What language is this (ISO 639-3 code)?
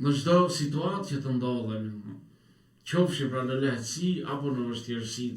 sqi